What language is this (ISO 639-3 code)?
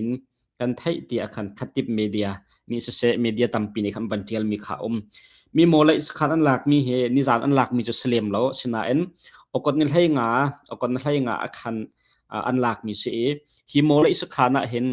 cnh